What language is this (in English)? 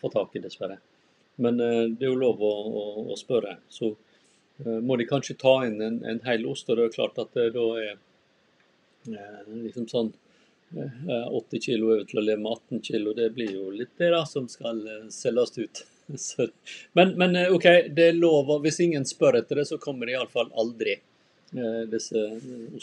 Norwegian